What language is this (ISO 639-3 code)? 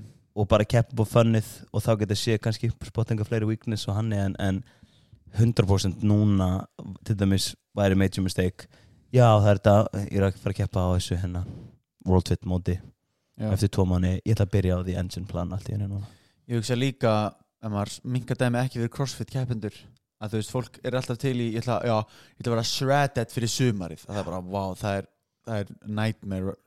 isl